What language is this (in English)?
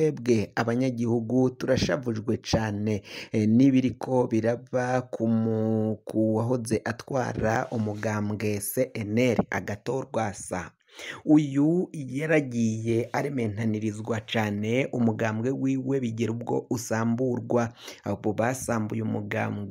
Rundi